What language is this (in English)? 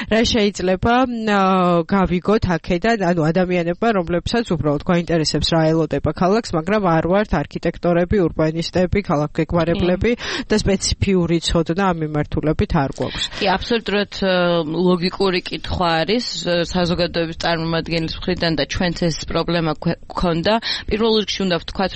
Georgian